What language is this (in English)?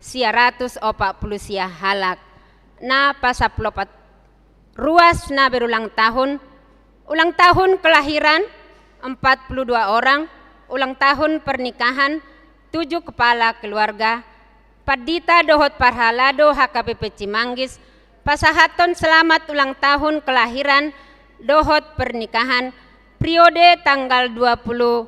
Batak Toba